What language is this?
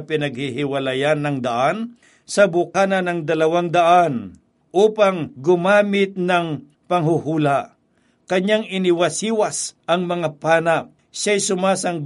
Filipino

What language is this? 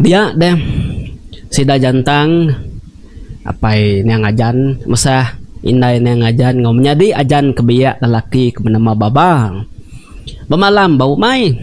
Iban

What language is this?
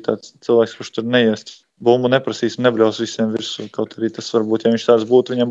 Latvian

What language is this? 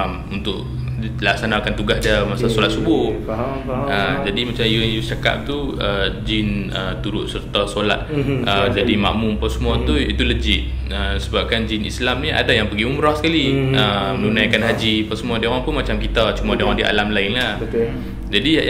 Malay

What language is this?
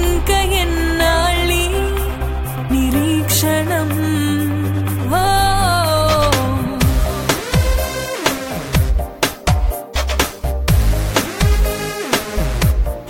Telugu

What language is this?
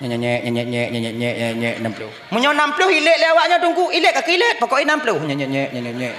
Achinese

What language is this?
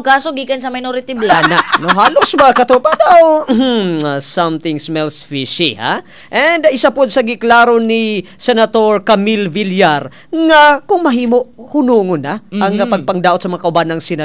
Cebuano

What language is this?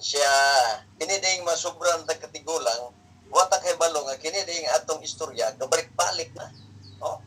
Cebuano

